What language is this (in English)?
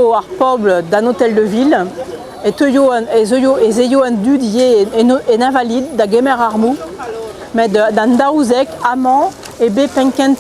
Breton